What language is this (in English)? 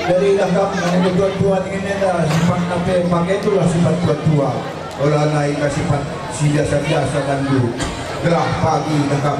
Batak Karo